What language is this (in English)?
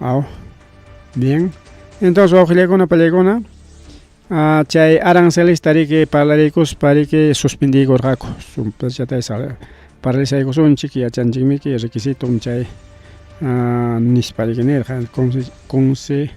Ayacucho Quechua